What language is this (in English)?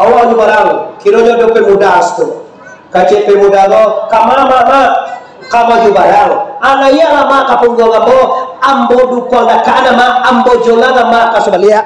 Minangkabau